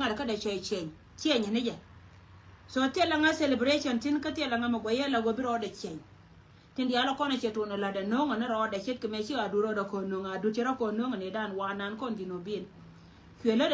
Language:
Nuer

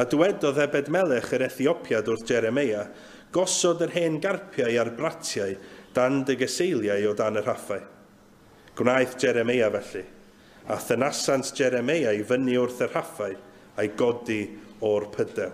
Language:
Welsh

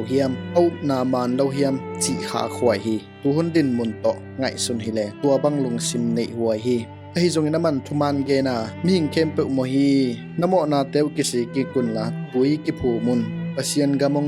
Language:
Tedim Chin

